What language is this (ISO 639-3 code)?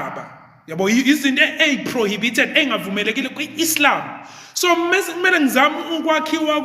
zul